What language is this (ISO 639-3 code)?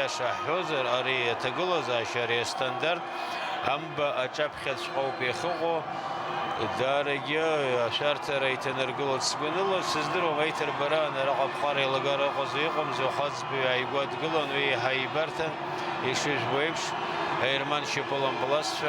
abk